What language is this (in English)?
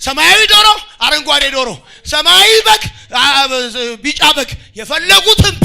Amharic